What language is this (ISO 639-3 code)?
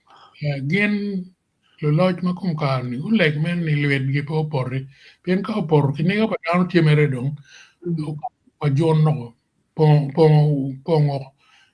ach